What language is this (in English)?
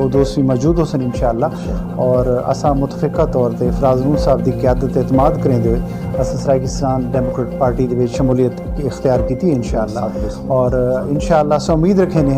Saraiki